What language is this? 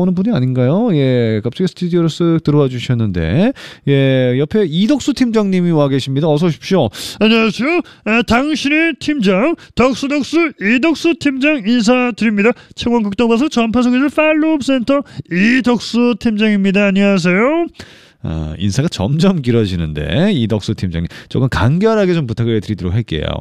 Korean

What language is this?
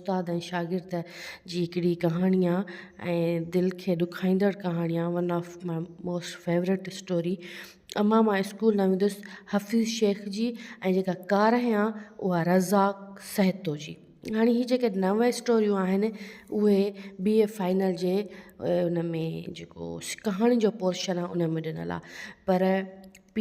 Sindhi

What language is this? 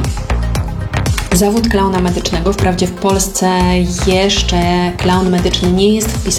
Polish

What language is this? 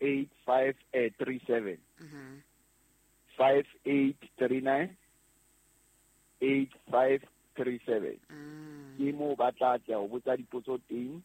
Southern Sotho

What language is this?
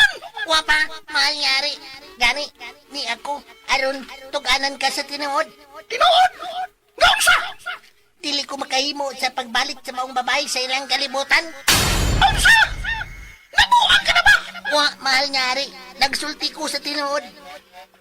Cebuano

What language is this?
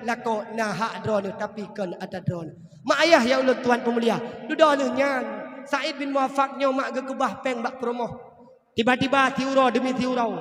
Achinese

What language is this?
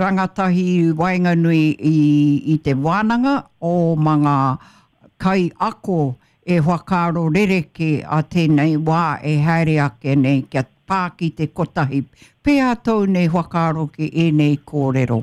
Māori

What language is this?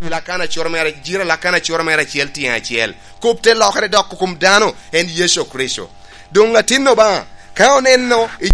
Lango (Uganda)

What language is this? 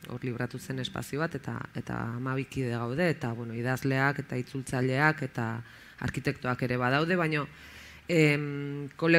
Basque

